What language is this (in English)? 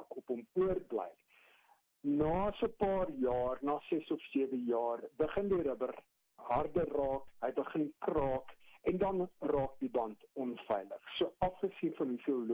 Afrikaans